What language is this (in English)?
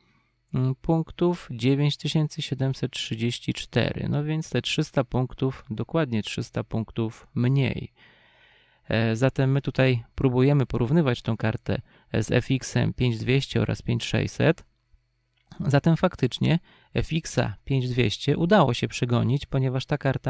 Polish